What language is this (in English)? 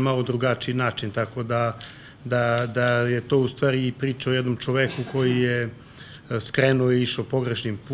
Serbian